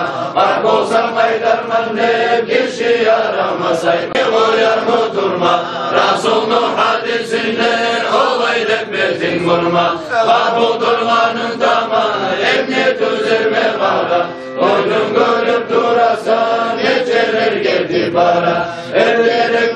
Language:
Kumyk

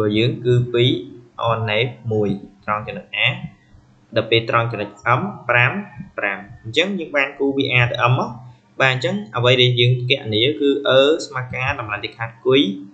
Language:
Khmer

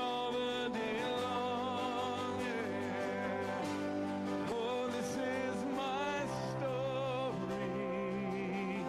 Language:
Ewe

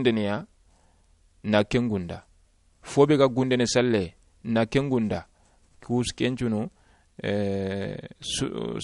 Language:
Soninke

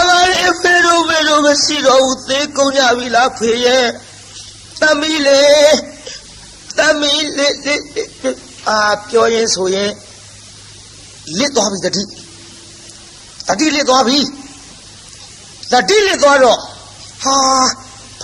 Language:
Burmese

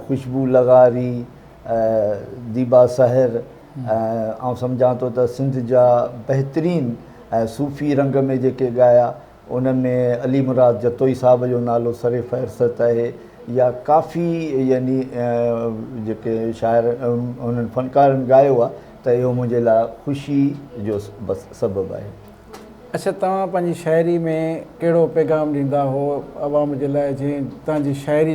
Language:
Sindhi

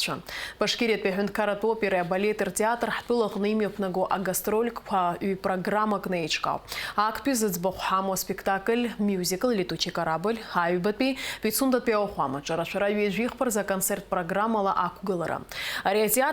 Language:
Abkhazian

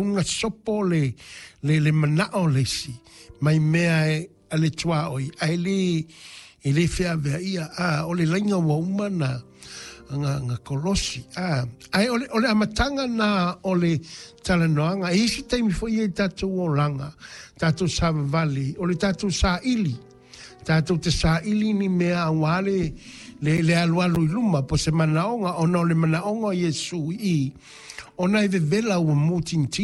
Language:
Samoan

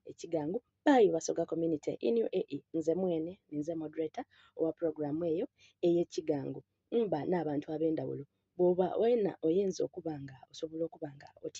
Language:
Soga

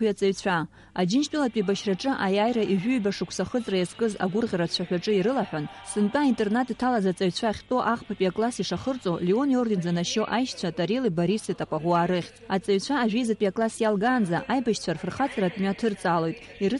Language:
Abkhazian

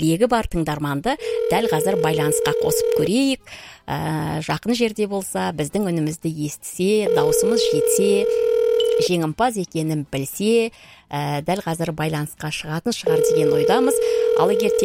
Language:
Kazakh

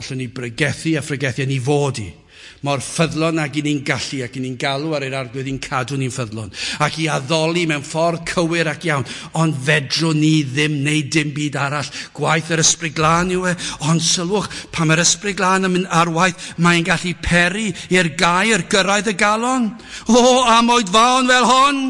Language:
Welsh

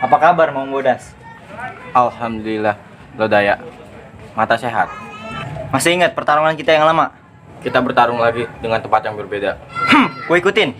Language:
Betawi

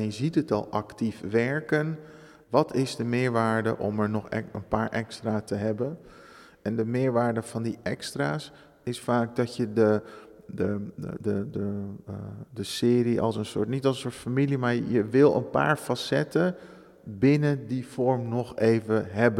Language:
Dutch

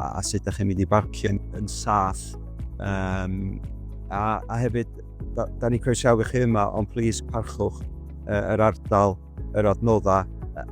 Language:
Welsh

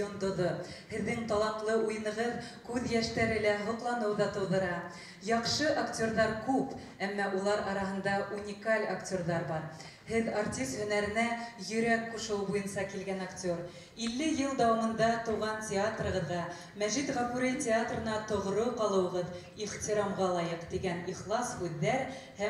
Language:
Bashkir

